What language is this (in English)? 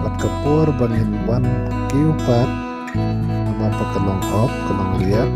Khasi